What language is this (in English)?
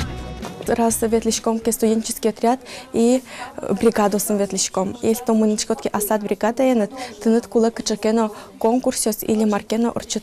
Udmurt